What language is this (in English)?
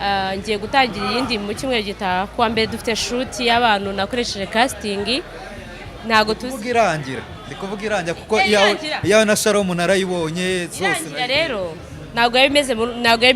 Kinyarwanda